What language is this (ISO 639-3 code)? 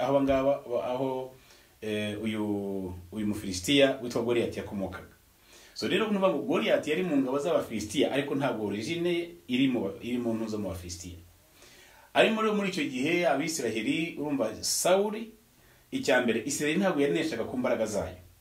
kin